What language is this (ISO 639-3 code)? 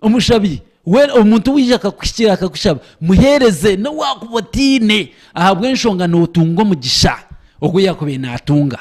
nyn